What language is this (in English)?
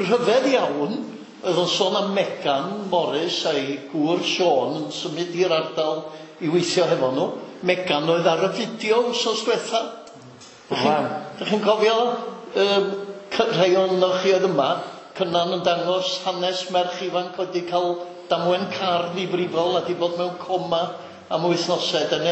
Welsh